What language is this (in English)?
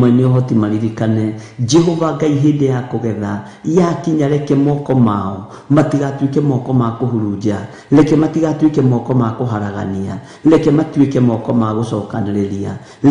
Kikuyu